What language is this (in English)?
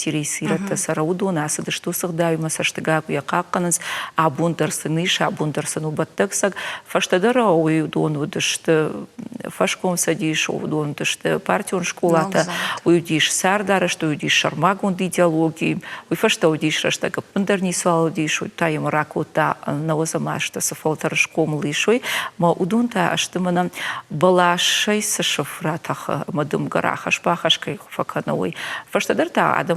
Ossetic